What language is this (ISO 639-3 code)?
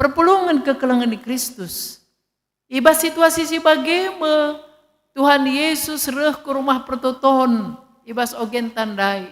btx